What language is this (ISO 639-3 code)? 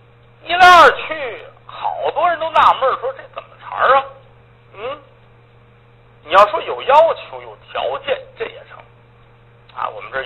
zho